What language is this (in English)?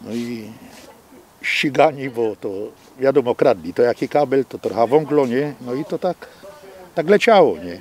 Silesian